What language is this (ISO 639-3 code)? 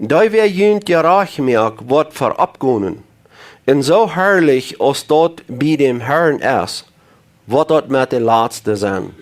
pdt